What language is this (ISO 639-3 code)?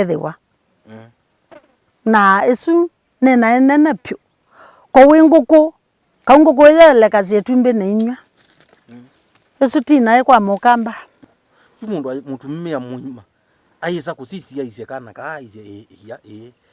kam